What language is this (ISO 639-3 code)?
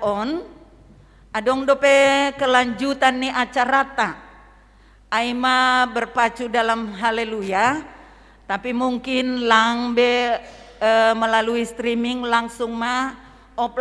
bts